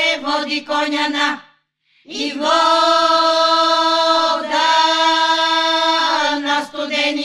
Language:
Bulgarian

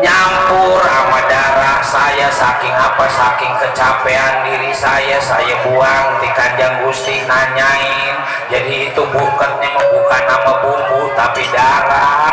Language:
Betawi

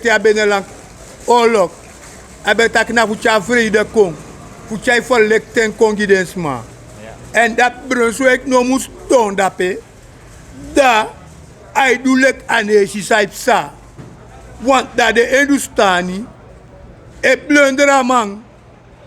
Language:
Sranan Tongo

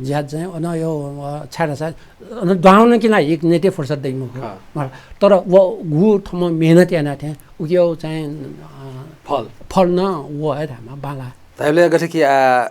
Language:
Newari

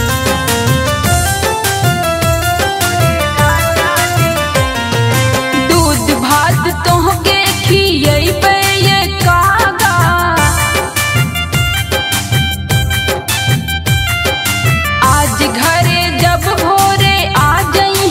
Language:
Bhojpuri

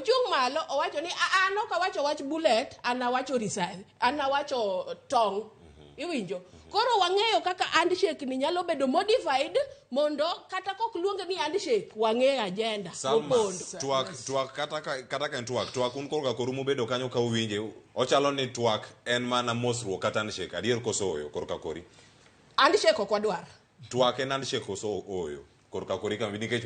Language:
Luo (Kenya and Tanzania)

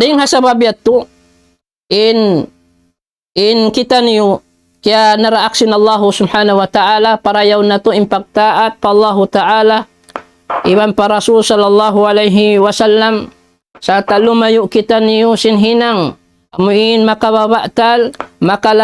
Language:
Tausug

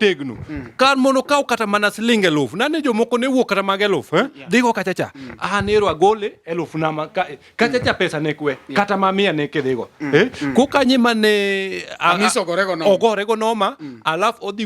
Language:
Luo (Kenya and Tanzania)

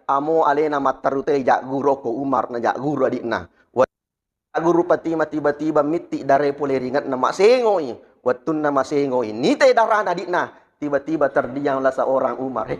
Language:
Buginese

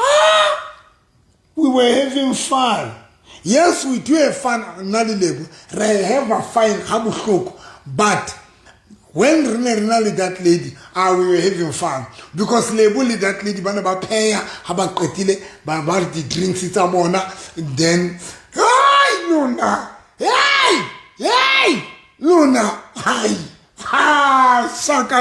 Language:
Southern Sotho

